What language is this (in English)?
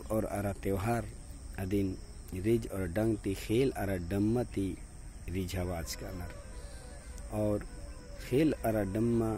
Kurukh